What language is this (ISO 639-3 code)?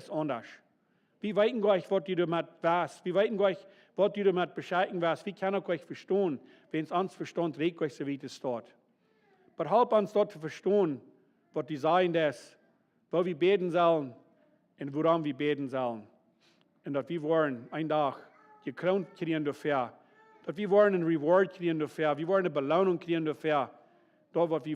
pdt